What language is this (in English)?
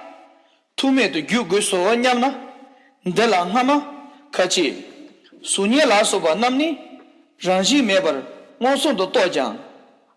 Tibetan